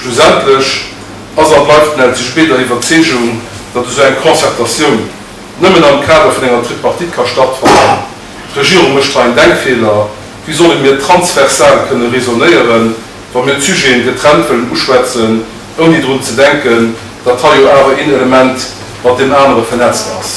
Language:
Luxembourgish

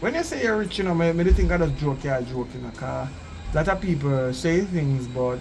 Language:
Jamaican Creole English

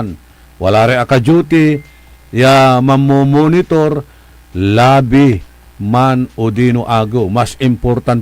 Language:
Pangasinan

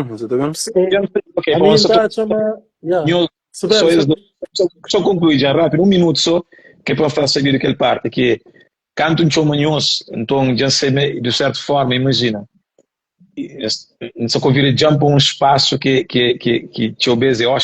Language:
Kabuverdianu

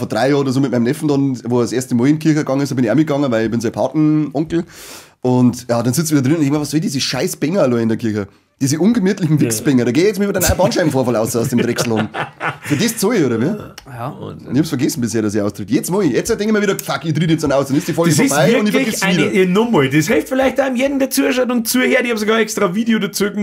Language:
Bavarian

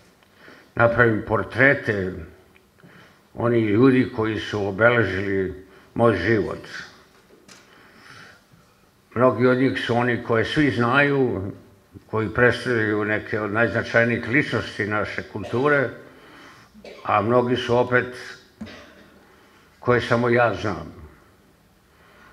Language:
Serbian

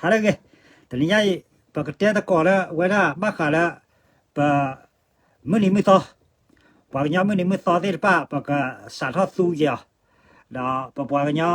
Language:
S'gaw Karen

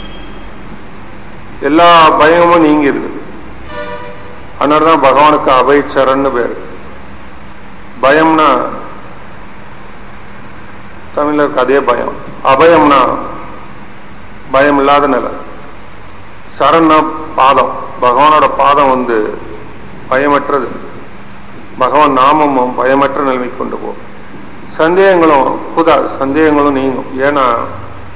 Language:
Tamil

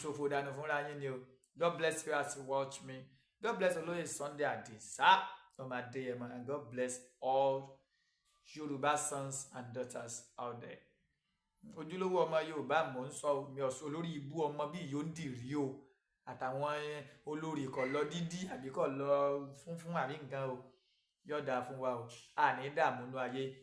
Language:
Yoruba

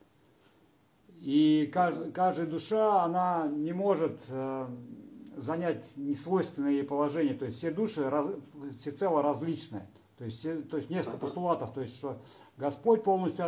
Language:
Russian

